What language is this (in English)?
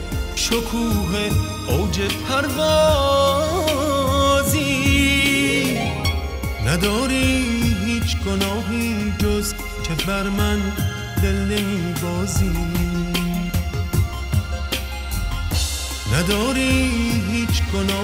Persian